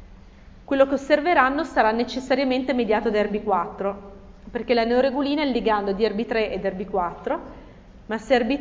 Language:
Italian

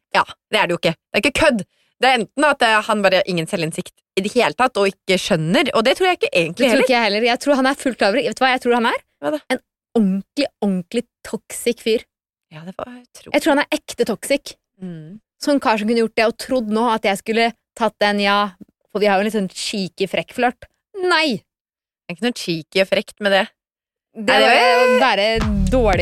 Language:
Norwegian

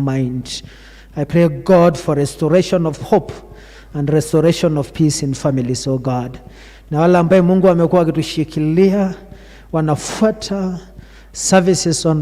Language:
Kikuyu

